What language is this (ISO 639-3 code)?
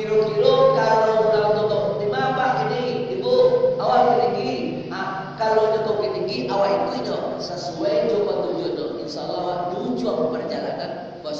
min